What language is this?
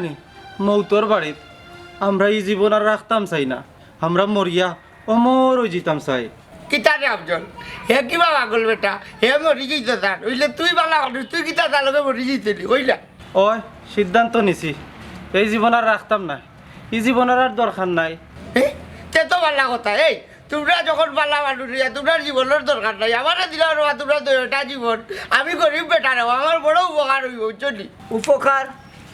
Sylheti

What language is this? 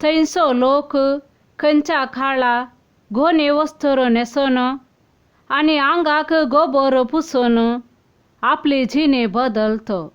Konkani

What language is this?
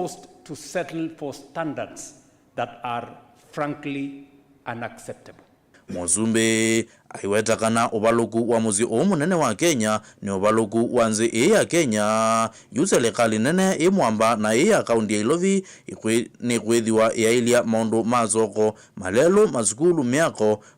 Kamba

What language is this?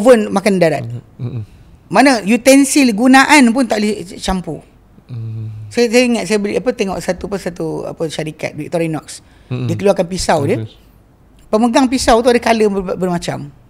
Malay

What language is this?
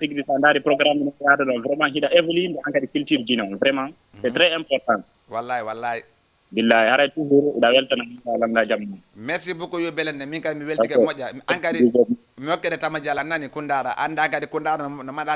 Fula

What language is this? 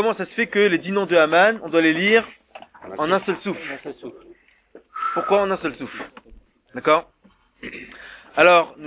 French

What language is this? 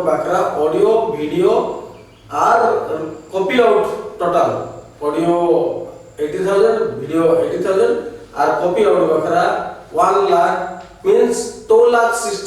Santali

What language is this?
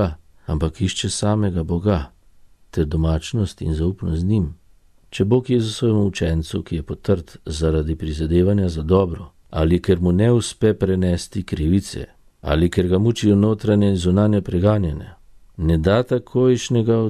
Slovenian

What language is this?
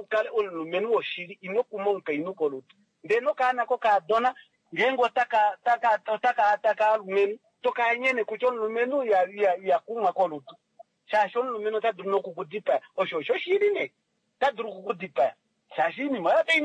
Kuanyama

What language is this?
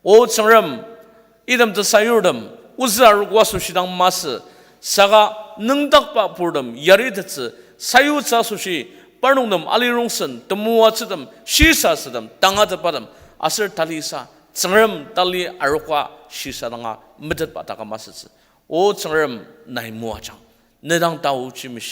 Ao Naga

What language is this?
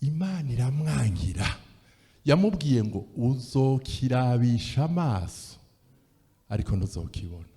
Rundi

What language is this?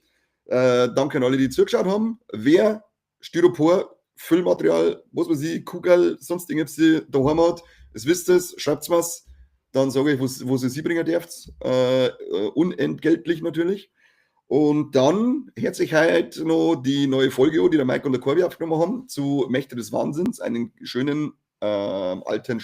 Bavarian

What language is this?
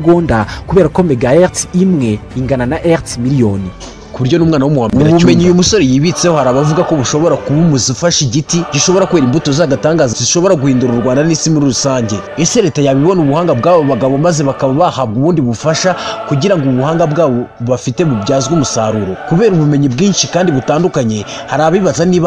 Kinyarwanda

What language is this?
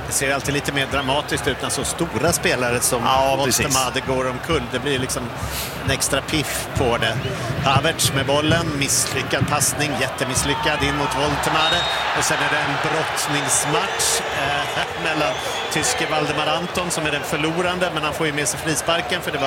Swedish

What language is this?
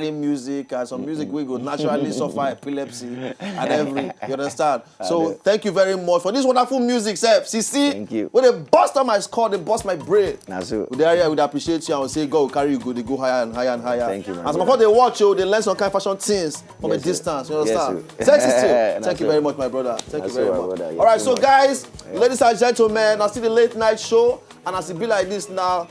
Nigerian Pidgin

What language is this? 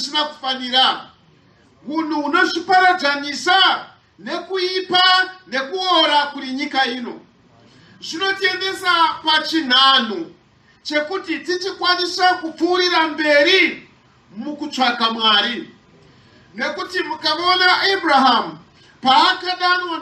Shona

